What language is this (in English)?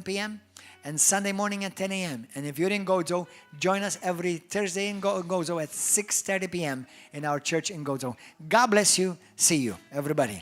English